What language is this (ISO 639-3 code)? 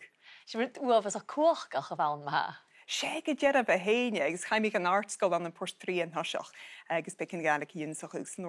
gla